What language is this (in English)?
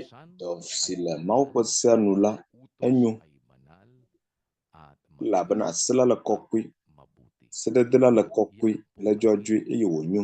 Ewe